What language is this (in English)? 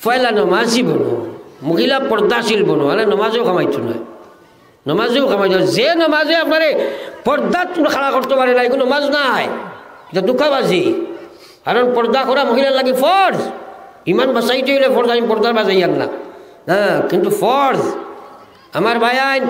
Sylheti